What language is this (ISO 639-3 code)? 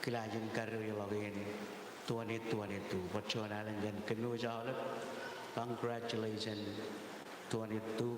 mah